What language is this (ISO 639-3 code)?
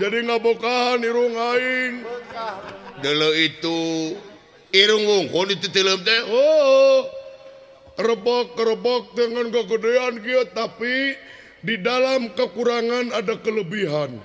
sun